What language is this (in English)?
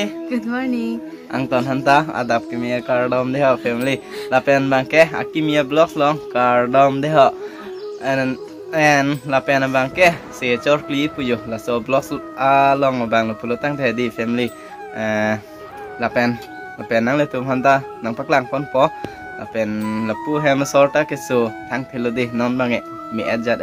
Karbi